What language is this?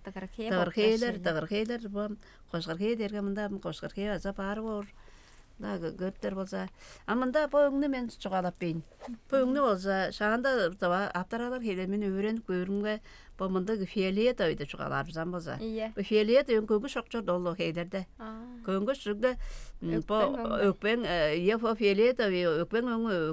Tuvinian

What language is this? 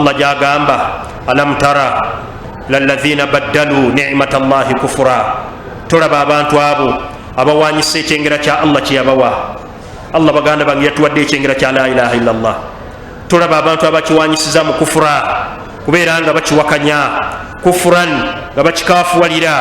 Ganda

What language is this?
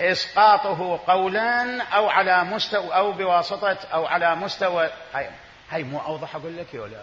Mesopotamian Arabic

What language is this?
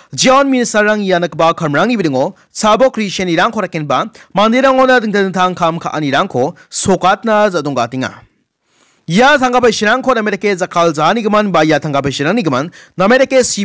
Garo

